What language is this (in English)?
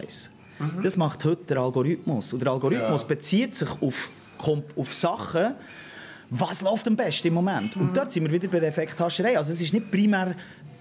Swiss German